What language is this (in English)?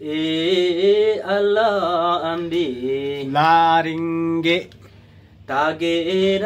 Nepali